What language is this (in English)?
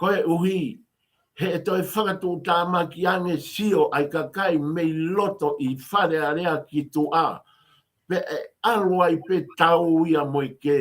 Tongan